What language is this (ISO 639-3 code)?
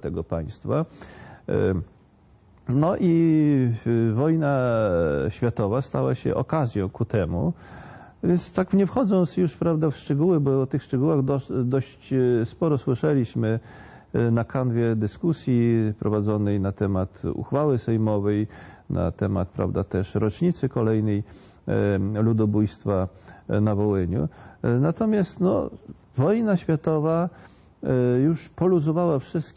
pol